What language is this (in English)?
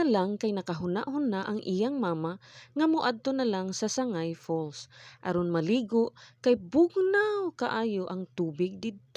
Cebuano